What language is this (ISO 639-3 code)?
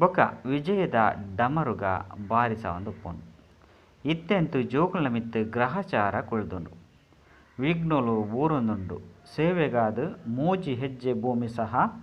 tcy